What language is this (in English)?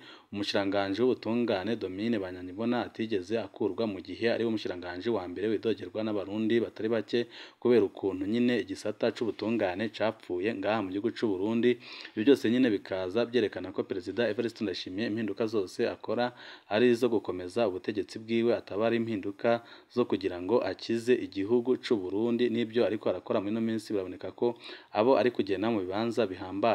Rundi